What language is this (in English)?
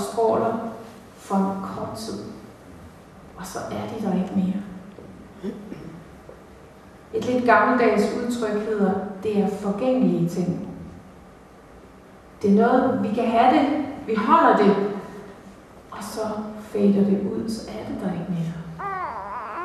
Danish